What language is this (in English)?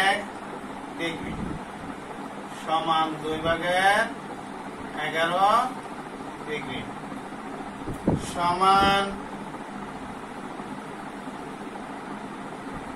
Bangla